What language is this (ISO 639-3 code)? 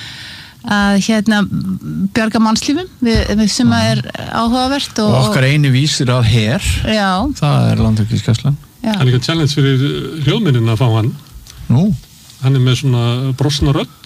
isl